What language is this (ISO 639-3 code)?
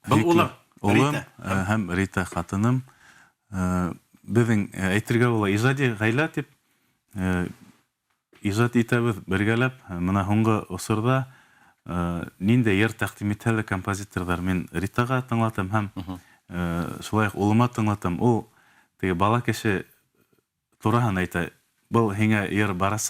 bak